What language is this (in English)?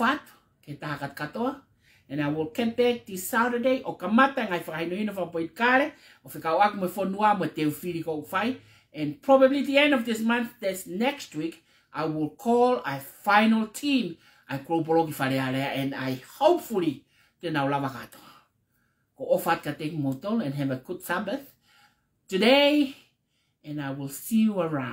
Tongan